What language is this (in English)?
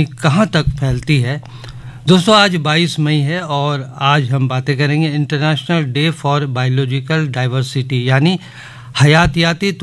Urdu